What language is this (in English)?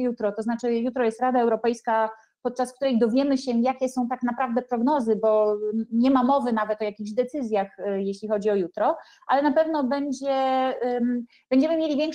Polish